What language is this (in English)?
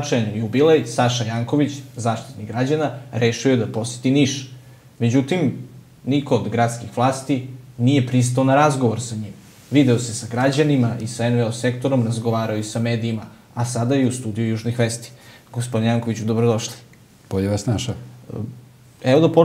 Serbian